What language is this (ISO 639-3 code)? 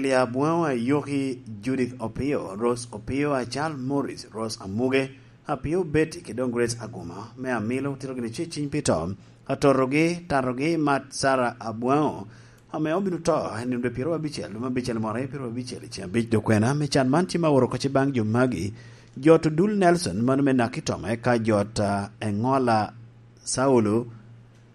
laj